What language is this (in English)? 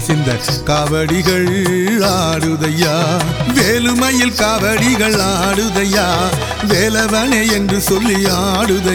Tamil